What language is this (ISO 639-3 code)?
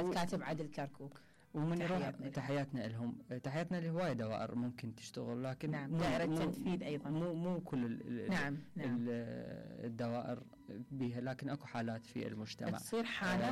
acm